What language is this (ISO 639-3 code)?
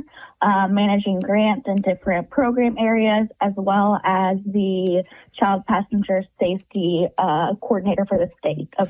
eng